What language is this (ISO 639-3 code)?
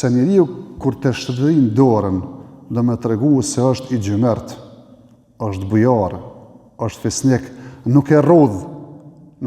sqi